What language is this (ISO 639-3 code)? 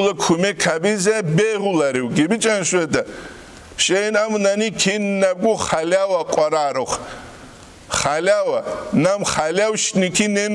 ava